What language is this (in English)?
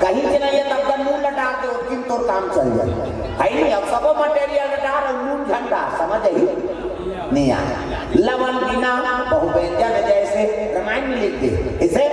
Chhattisgarhi